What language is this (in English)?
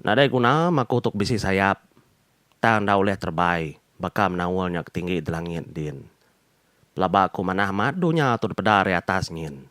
Iban